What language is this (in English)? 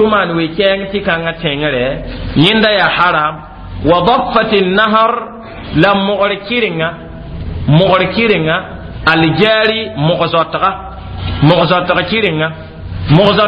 Mossi